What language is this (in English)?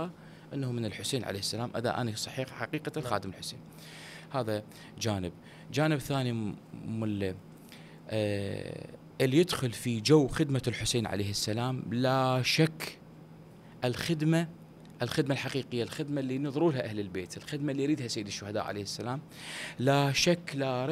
Mesopotamian Arabic